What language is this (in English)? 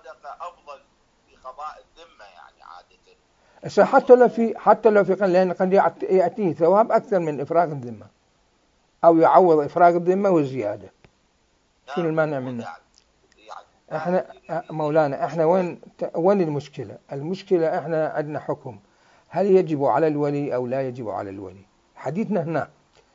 Mesopotamian Arabic